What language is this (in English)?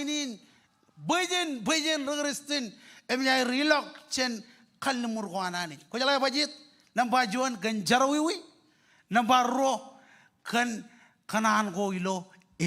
Marshallese